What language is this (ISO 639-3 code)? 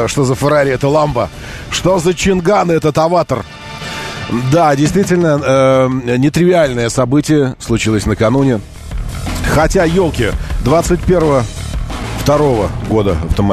rus